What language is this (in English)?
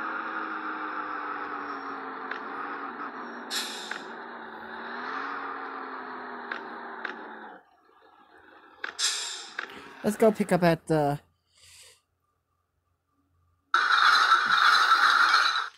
English